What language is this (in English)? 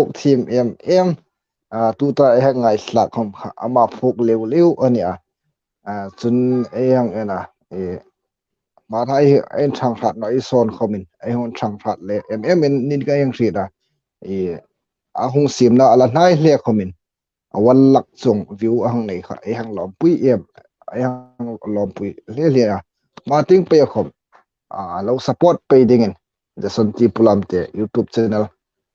Hmar